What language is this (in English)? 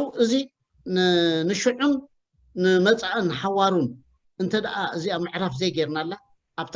Tigrinya